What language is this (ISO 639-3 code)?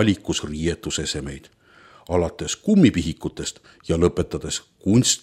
est